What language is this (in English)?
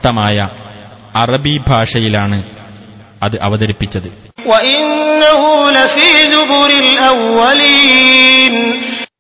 Malayalam